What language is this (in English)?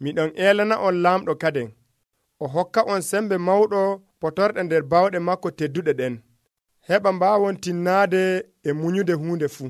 Nigerian Fulfulde